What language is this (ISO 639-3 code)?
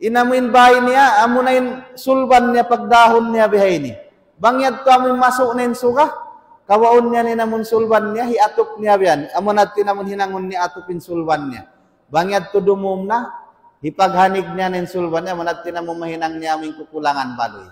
tsg